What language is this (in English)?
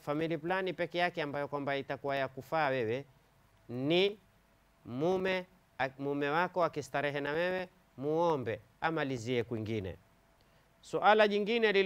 Swahili